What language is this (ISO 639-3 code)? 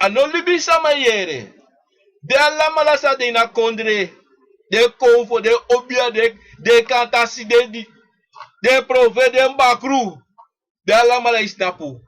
srn